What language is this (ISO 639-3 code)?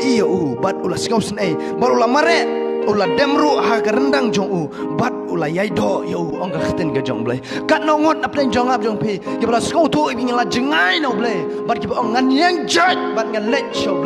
kha